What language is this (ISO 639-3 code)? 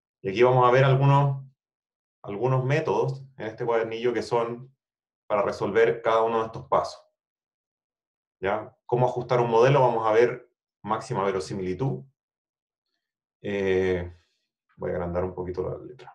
spa